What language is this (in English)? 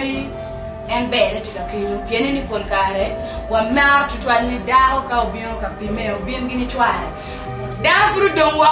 Acoli